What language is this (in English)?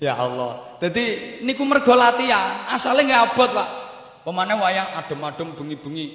Javanese